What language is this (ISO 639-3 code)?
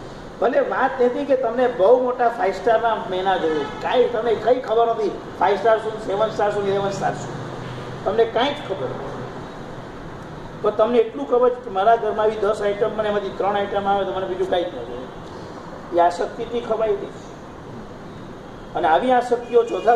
guj